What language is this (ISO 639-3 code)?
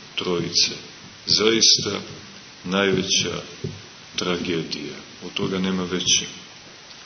srp